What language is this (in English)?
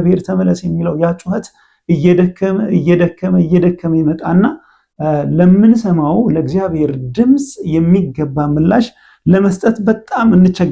Amharic